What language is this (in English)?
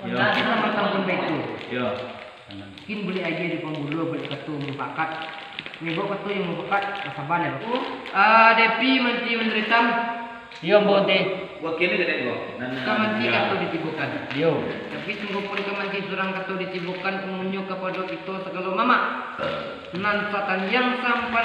Minangkabau